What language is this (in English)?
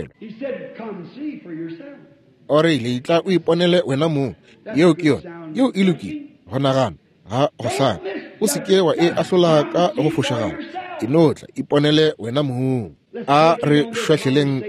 Northern Sotho